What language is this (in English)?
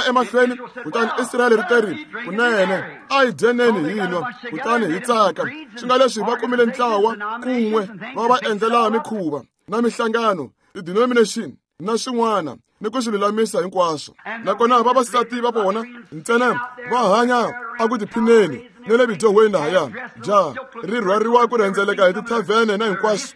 Tsonga